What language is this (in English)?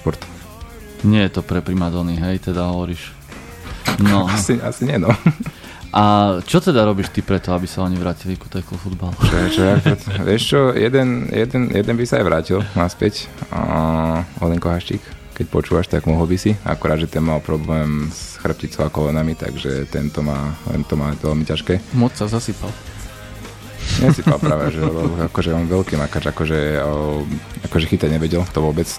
Slovak